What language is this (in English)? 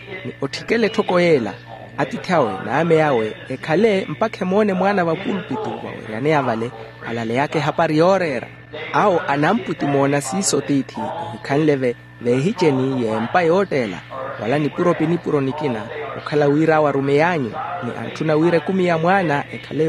Makhuwa